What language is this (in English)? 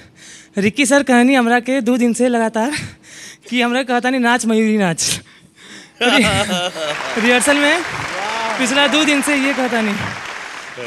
Bhojpuri